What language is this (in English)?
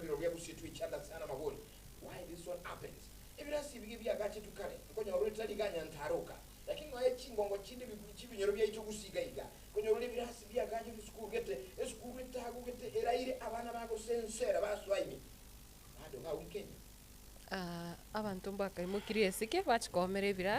Gusii